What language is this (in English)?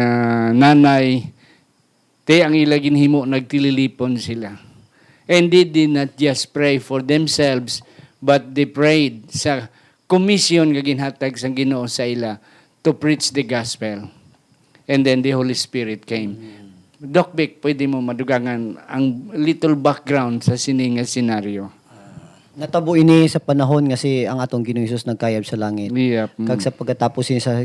Hiligaynon